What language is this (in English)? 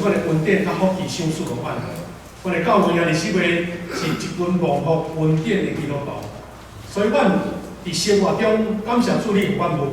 Min Nan Chinese